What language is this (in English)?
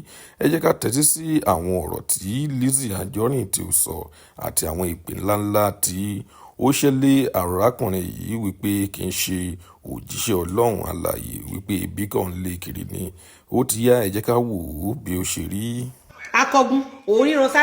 Yoruba